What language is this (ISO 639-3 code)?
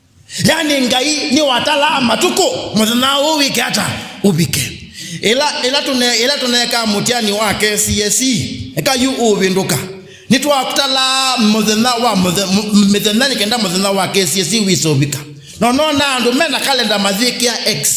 kam